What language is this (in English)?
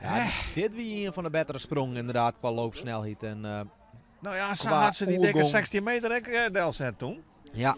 Western Frisian